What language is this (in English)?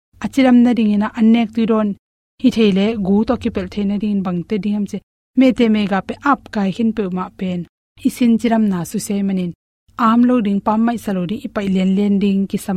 Tedim Chin